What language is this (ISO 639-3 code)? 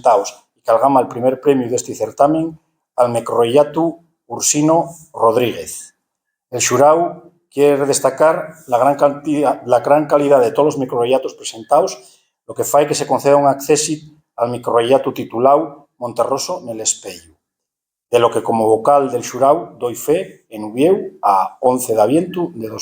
ast